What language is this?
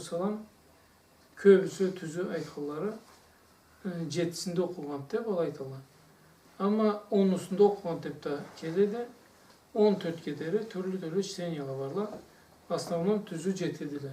Karachay-Balkar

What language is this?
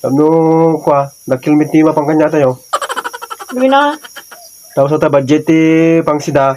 Iloko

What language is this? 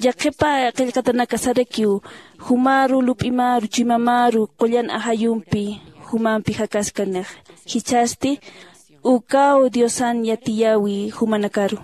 Aymara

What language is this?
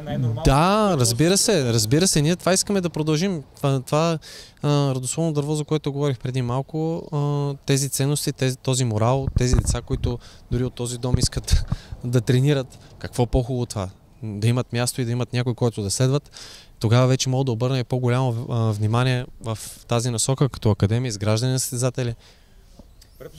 Bulgarian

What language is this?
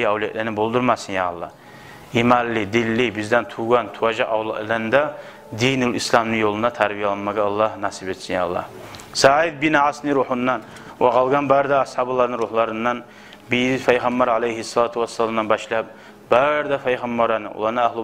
Kumyk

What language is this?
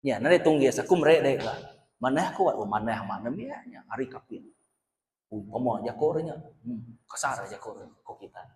Iban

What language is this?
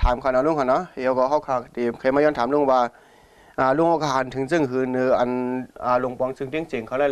Shan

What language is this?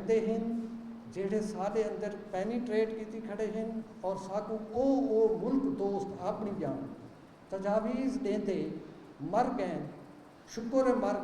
Saraiki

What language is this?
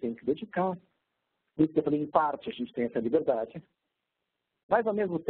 Portuguese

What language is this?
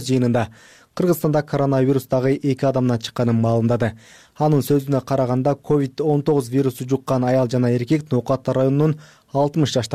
Kyrgyz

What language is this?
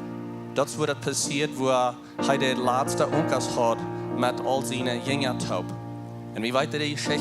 Plautdietsch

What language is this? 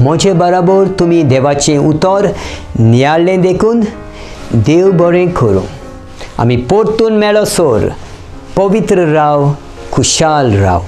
Konkani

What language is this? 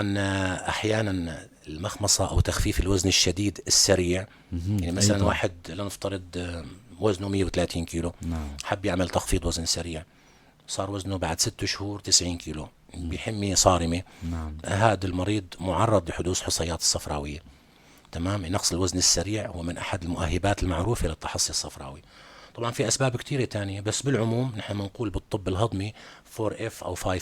North Levantine Arabic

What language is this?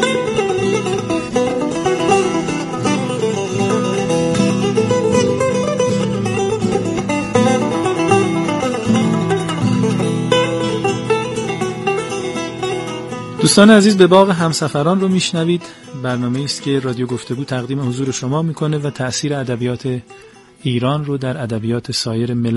Persian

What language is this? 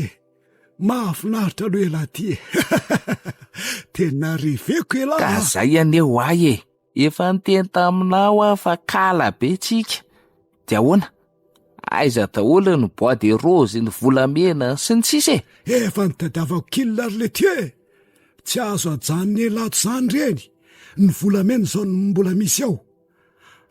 Malagasy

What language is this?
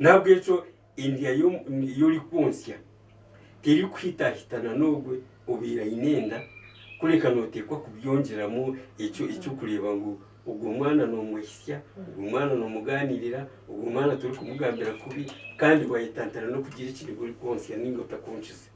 Nyankole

